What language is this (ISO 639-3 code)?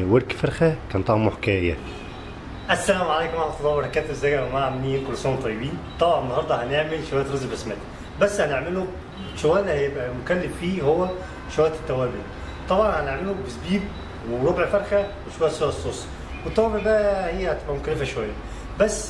arz